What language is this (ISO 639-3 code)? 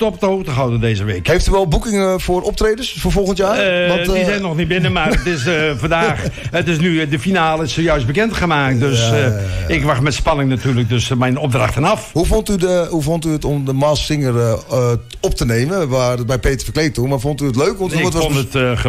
nld